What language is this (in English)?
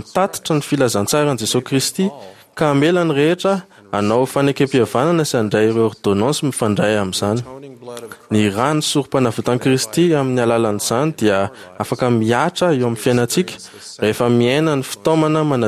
Malagasy